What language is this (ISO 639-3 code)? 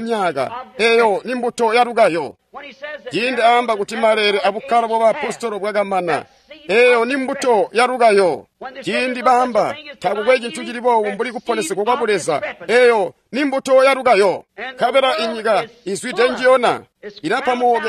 toi